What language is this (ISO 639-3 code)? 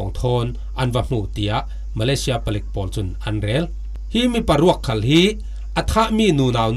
cfm